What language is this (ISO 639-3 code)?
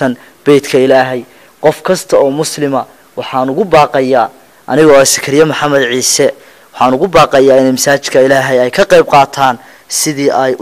som